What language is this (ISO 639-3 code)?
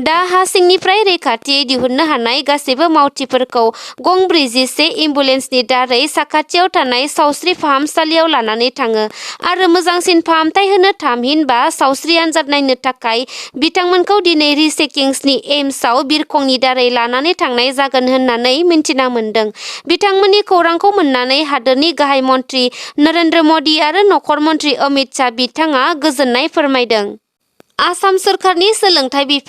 brx